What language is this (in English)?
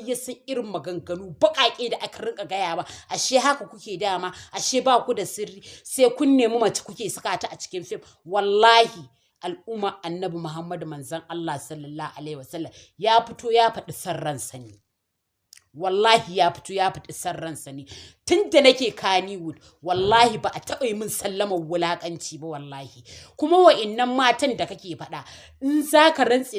Hausa